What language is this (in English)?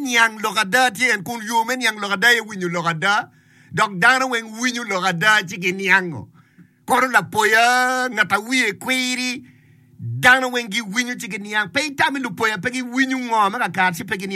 Acoli